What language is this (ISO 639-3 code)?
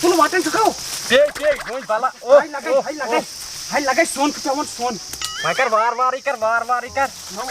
kas